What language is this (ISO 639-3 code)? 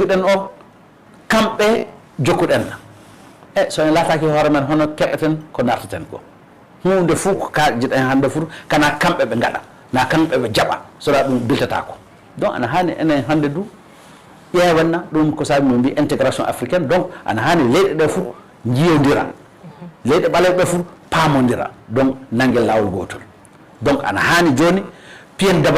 ful